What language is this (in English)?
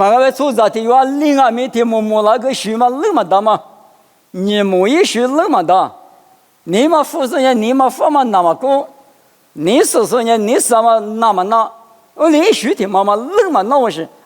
Lisu